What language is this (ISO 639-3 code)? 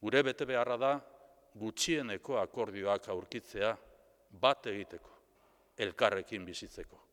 eus